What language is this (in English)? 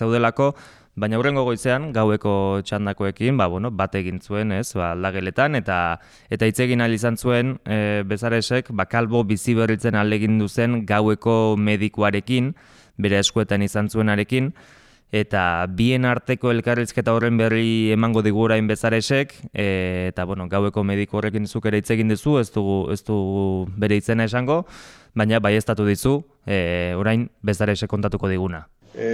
Basque